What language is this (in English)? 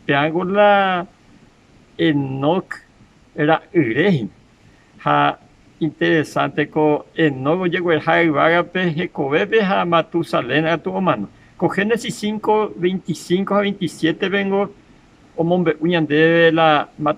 Guarani